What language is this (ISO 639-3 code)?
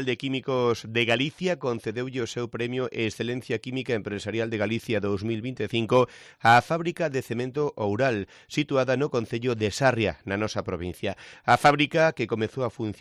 glg